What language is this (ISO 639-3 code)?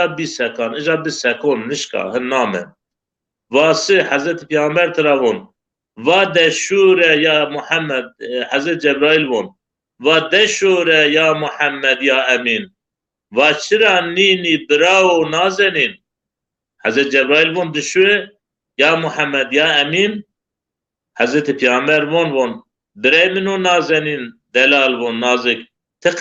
zza